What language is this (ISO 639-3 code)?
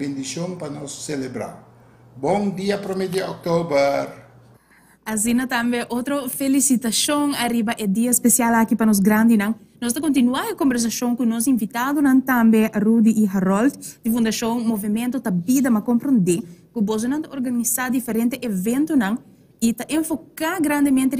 pap